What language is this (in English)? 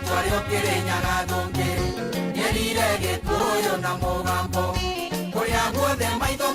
Kikuyu